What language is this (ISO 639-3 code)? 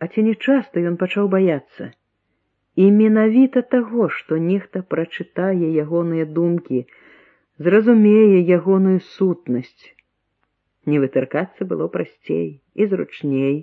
bel